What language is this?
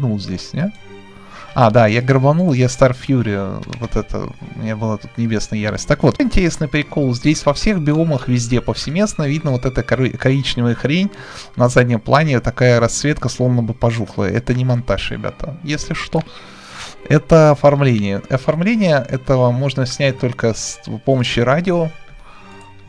Russian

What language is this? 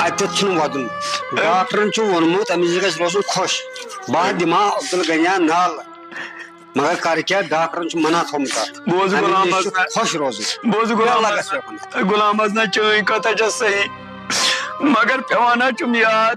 Kashmiri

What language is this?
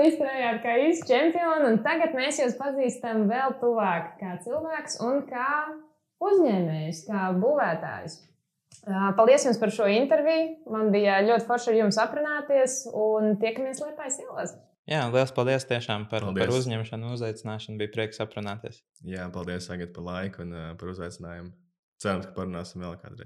Latvian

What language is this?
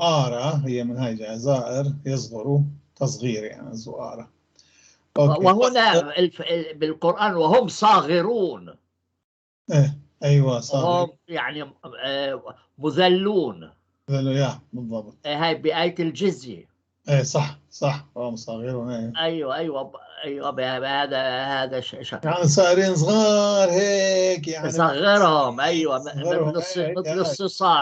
North Levantine Arabic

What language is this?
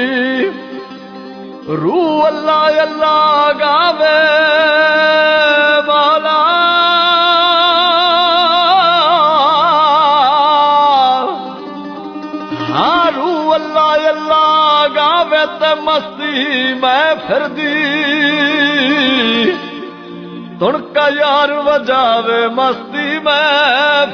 Punjabi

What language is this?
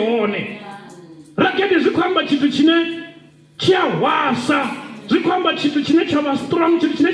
Venda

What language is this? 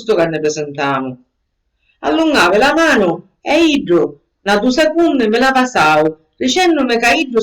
Sicilian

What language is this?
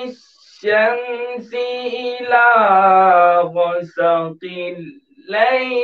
Urdu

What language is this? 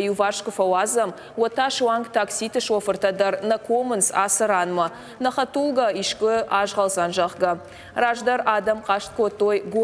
Ossetic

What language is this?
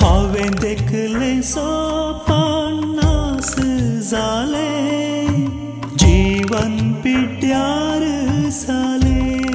Konkani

